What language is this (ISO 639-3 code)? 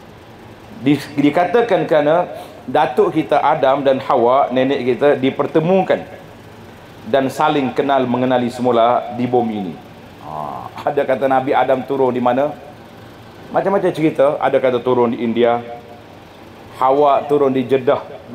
msa